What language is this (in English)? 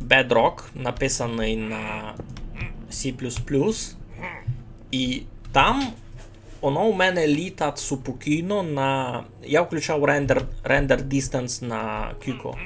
Rusyn